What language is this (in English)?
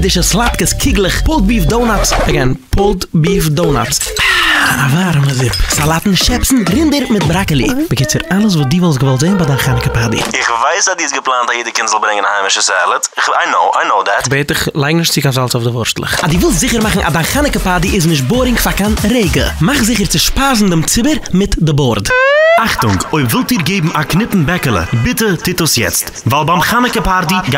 Yiddish